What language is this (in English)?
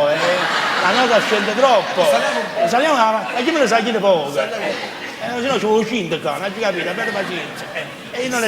Neapolitan